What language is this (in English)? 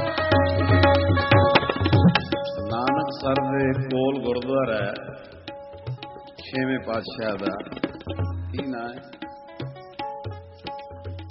Punjabi